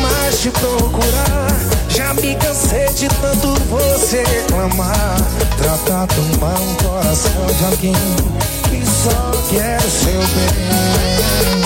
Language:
Portuguese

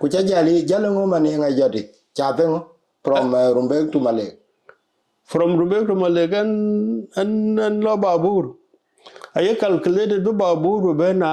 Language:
Dinka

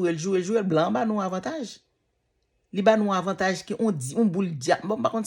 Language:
Haitian Creole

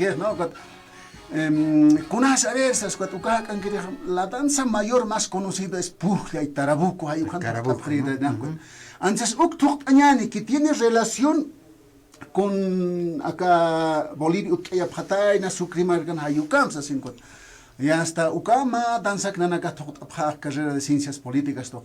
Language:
Aymara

